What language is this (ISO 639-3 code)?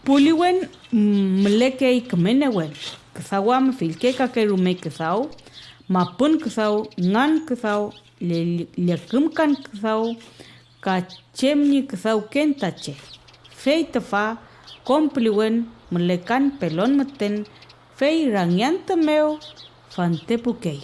arn